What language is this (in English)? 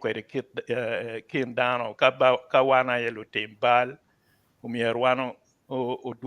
Acoli